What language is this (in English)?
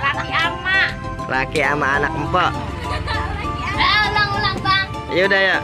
Betawi